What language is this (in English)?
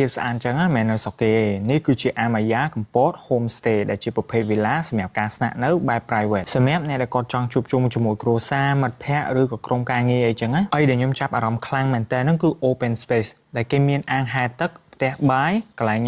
Khmer